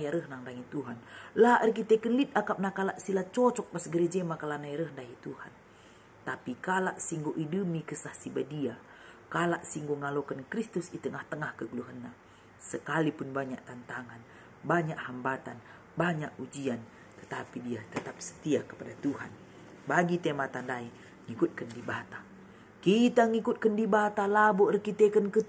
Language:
Batak Karo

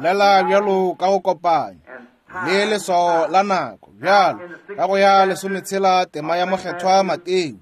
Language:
Northern Sotho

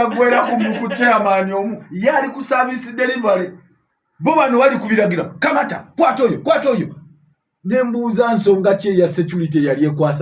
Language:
Ganda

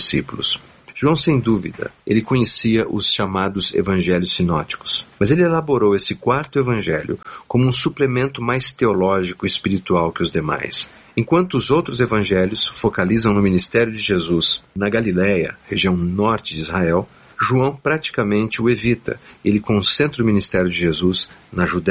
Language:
Portuguese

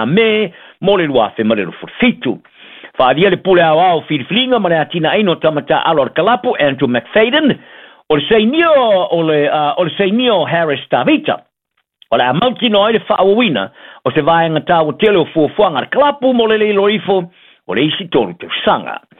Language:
Samoan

